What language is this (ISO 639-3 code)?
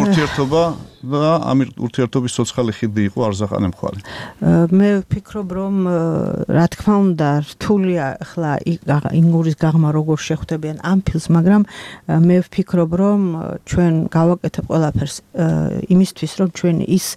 kat